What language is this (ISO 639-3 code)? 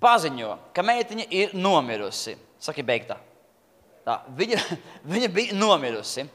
lav